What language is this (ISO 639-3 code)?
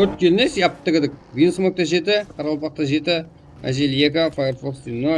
kaa